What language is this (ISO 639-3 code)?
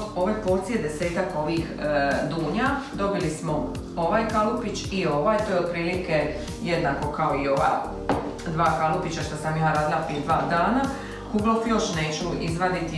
hrv